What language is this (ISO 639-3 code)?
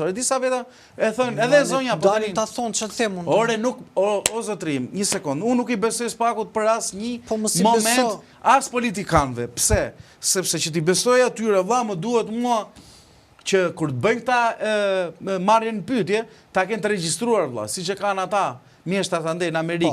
sqi